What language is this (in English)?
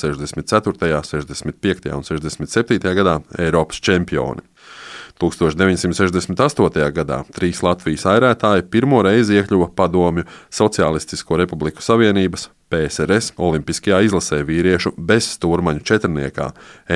Latvian